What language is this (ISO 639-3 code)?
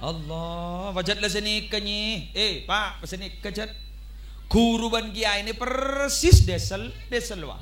mad